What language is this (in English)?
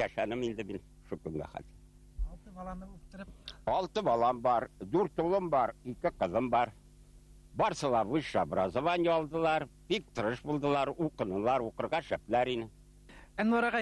Bashkir